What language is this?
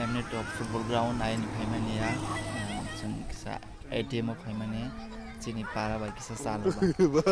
Kok Borok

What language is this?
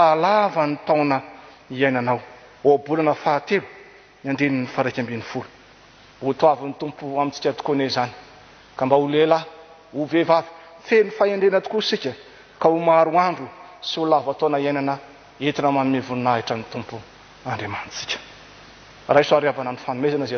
Malagasy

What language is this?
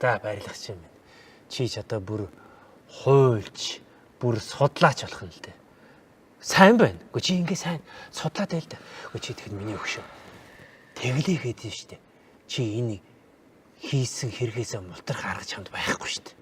Mongolian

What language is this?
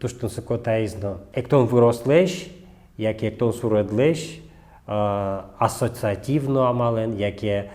Udmurt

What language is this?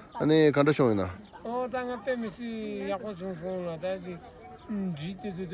Tibetan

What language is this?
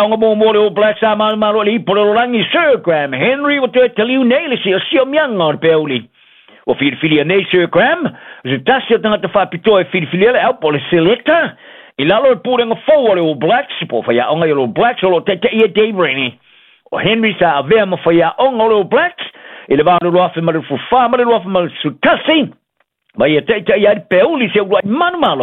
Samoan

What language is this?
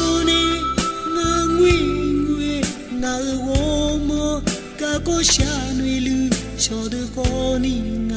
Akha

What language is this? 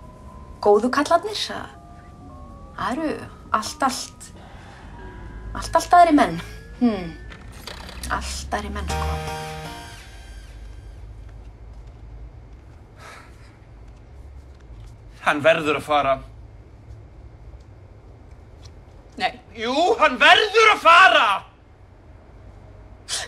Icelandic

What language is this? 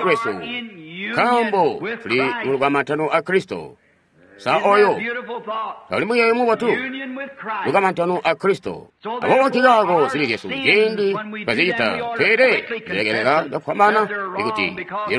Tonga (Zambia)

